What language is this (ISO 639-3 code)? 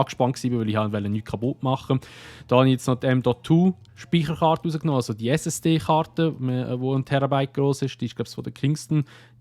gsw